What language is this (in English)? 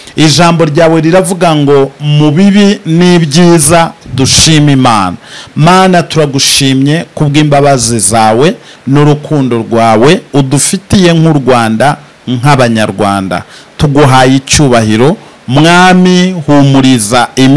Kinyarwanda